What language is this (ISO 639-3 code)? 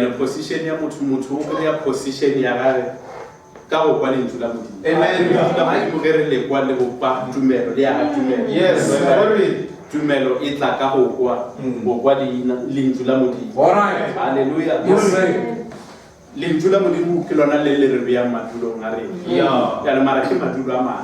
nso